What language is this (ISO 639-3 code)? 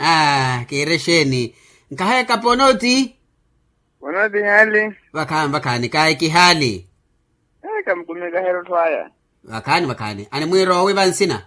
vmw